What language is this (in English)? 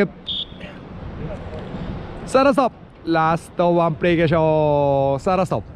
Japanese